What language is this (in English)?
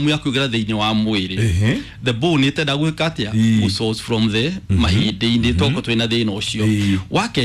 Kikuyu